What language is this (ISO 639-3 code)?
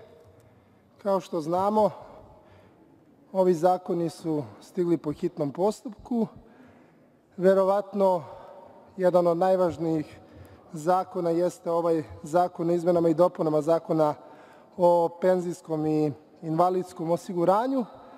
srp